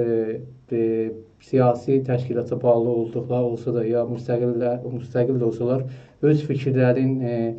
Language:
South Azerbaijani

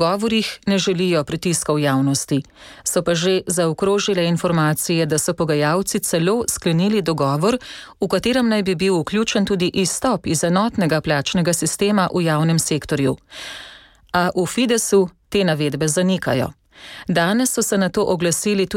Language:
Slovenian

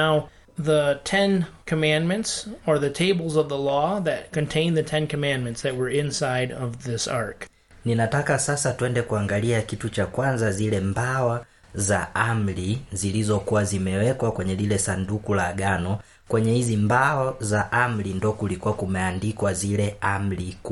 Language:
Swahili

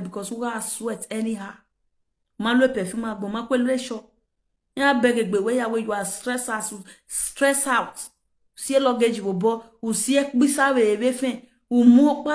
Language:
Nigerian Pidgin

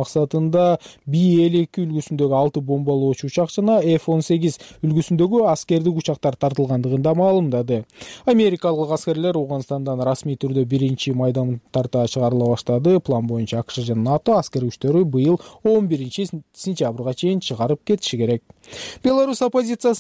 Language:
Kyrgyz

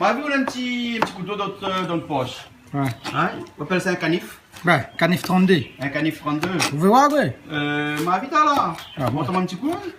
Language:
Réunion Creole French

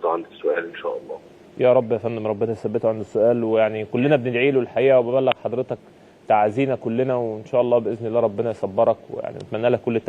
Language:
Egyptian Arabic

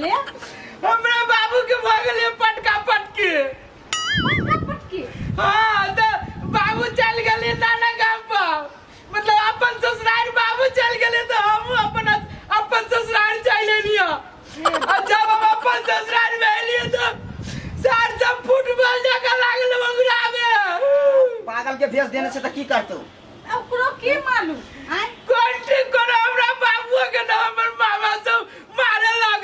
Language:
Maithili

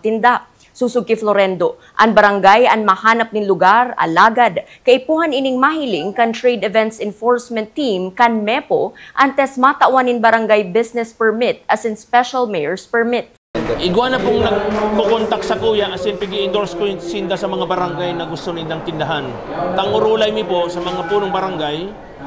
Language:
Bikol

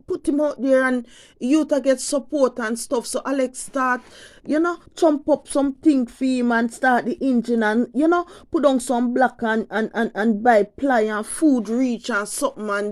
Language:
Jamaican Creole English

